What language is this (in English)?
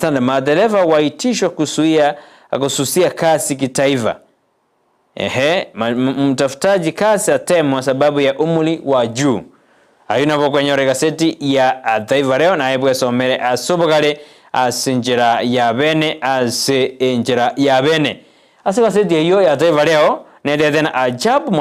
Gusii